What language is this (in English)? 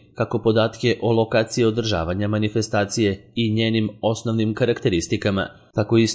Serbian